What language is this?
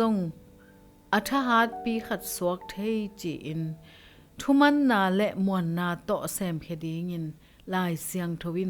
Tedim Chin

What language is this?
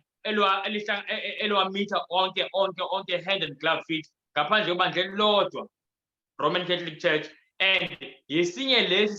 Zulu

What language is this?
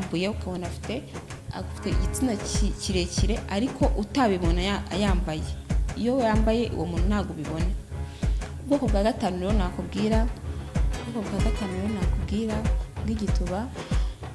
Kinyarwanda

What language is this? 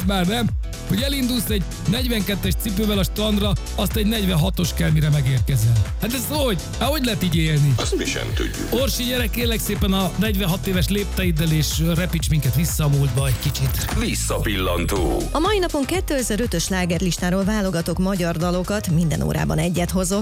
Hungarian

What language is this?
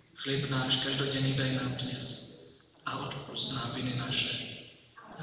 Slovak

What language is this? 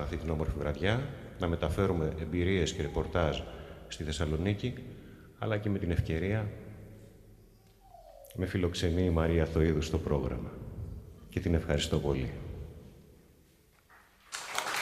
Greek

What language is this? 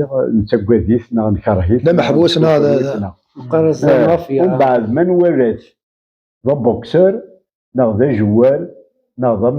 Kabyle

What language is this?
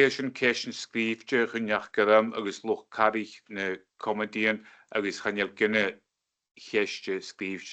Scottish Gaelic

